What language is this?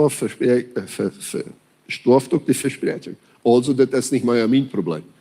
Plautdietsch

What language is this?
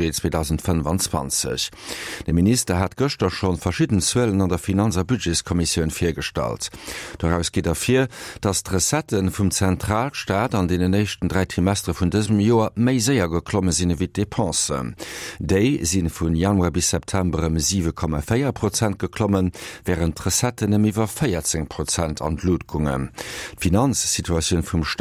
Luxembourgish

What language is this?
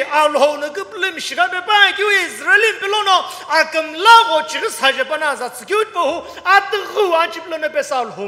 Sumi Naga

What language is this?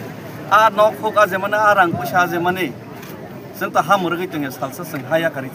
Kok Borok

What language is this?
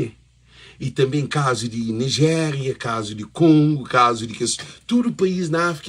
Kabuverdianu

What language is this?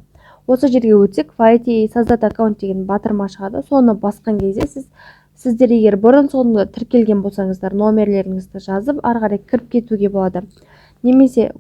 Kazakh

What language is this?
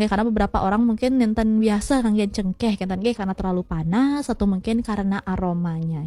Balinese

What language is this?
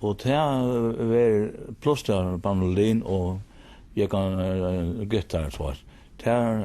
Faroese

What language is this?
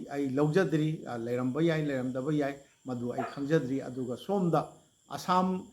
Manipuri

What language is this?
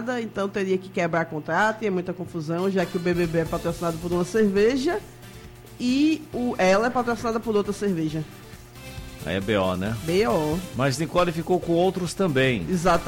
Portuguese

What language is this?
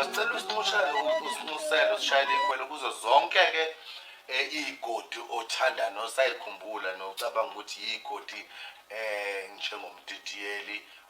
Zulu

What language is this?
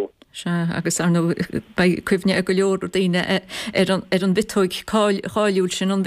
Irish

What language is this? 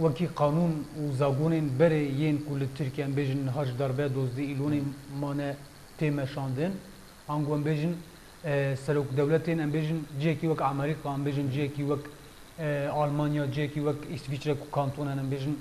Kurdish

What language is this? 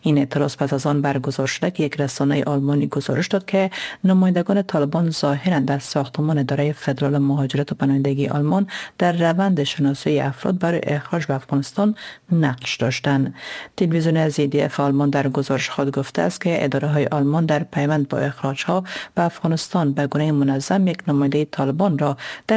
Persian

